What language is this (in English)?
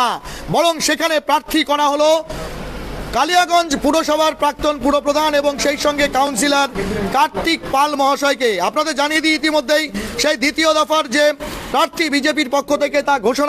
Bangla